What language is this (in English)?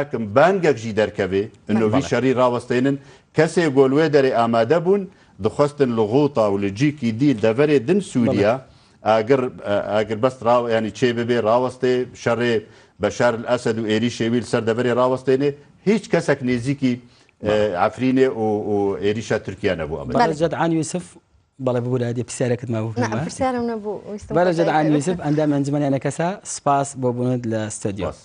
Kurdish